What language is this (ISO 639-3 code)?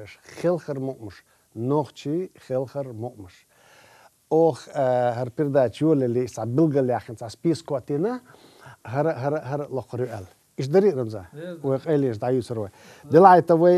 che